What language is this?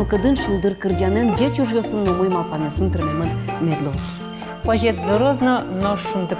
Udmurt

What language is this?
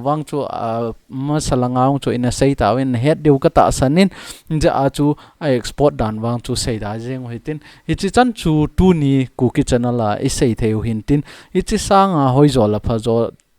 Thado Chin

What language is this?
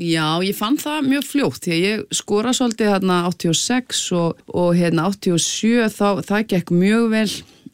Icelandic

